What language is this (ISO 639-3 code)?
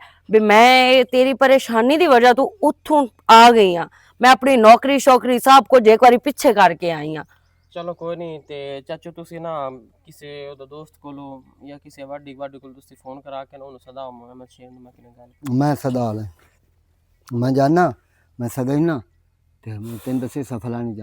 lah